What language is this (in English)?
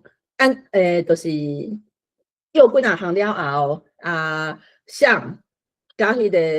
Min Nan Chinese